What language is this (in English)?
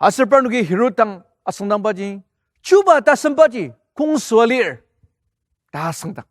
Ao Naga